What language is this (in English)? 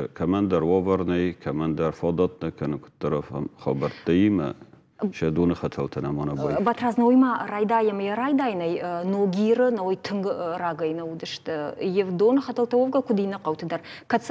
Ossetic